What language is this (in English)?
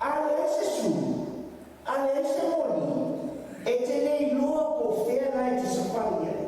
Samoan